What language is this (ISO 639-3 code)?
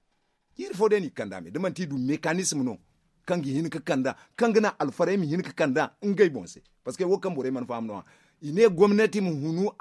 dje